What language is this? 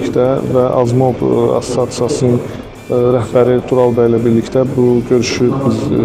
Azerbaijani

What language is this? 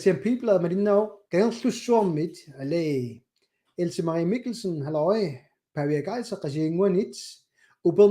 Kalaallisut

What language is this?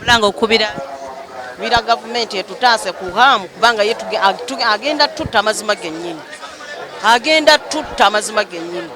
Ganda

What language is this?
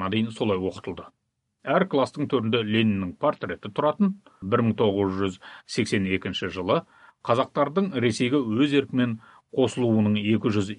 Kazakh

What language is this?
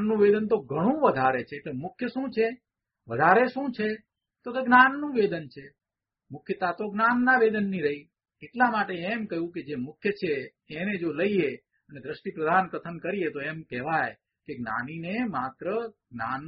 Gujarati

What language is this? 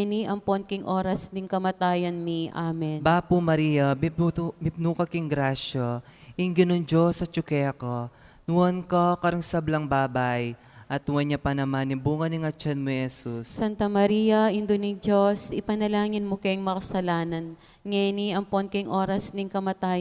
Pampanga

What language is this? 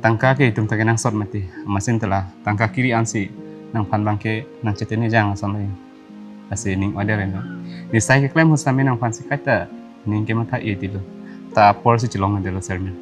Karbi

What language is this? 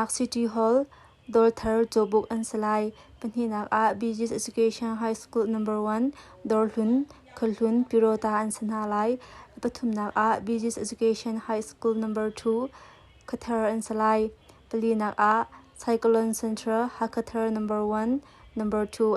Hakha Chin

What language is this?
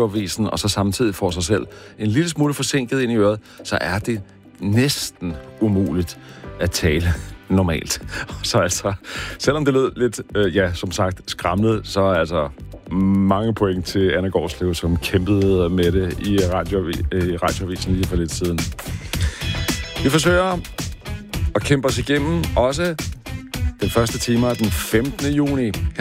Danish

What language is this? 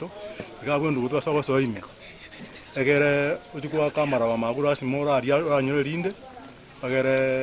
Gusii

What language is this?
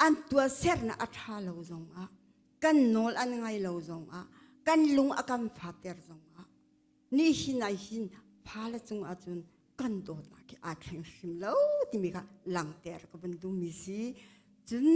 Hakha Chin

